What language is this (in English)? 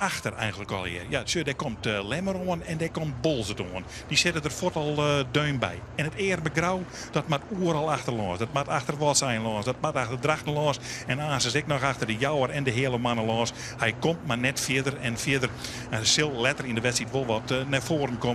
Western Frisian